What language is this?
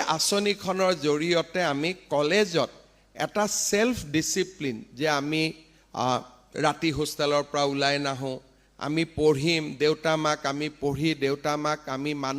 Assamese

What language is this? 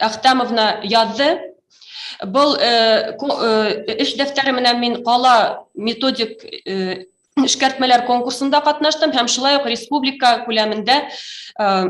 Bashkir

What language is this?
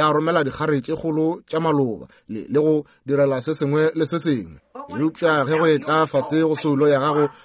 Northern Sotho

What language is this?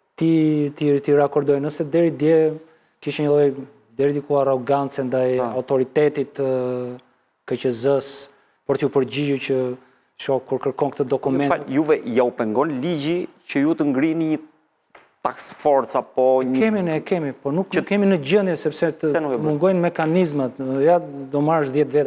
Albanian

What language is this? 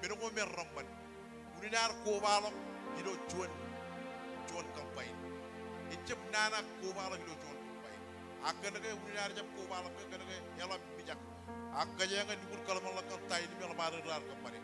Marshallese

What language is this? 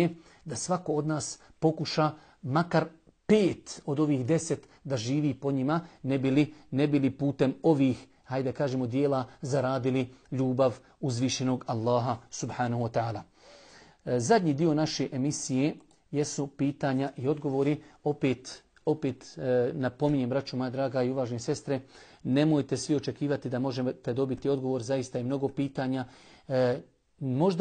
Bosnian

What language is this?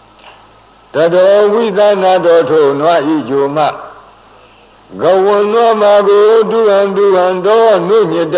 Burmese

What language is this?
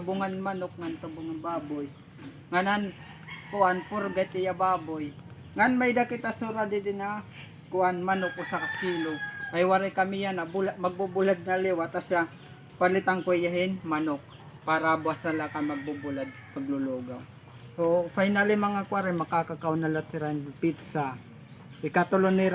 Waray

